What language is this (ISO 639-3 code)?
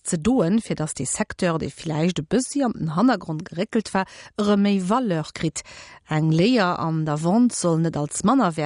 ltz